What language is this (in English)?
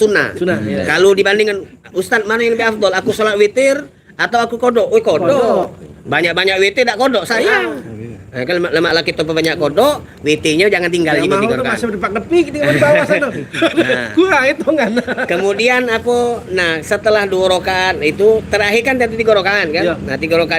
Musi